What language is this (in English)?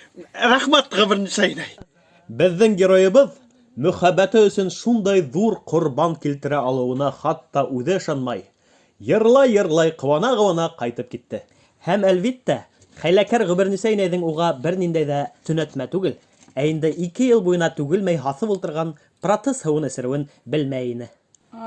Bashkir